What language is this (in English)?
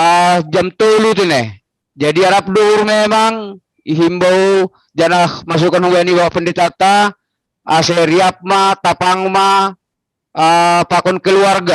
Batak Simalungun